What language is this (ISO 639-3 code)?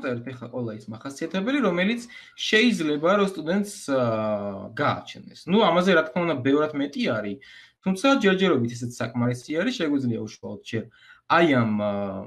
kat